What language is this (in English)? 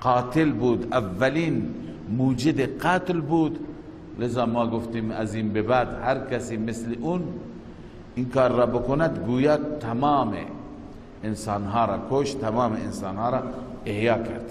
Persian